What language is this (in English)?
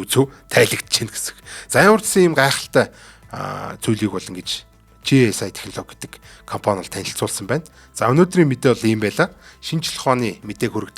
Mongolian